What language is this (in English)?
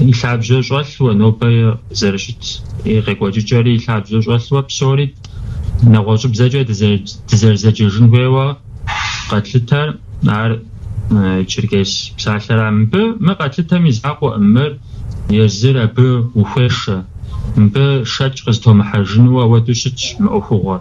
Kabardian